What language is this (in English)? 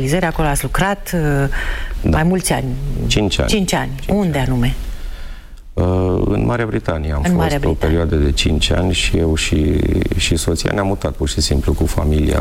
Romanian